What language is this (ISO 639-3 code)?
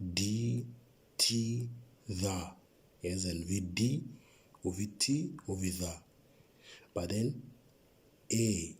mor